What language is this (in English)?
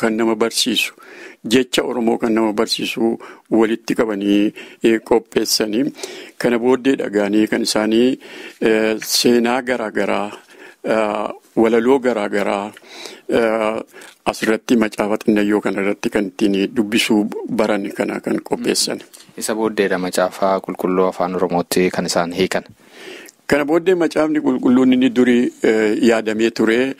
Oromo